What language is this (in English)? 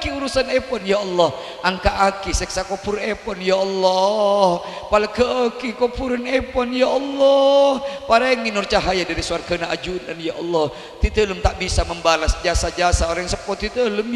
Madurese